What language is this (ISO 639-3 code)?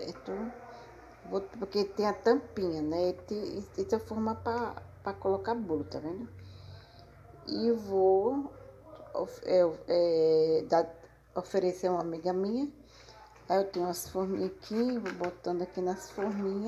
por